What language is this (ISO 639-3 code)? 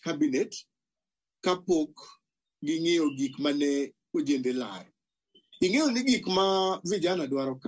luo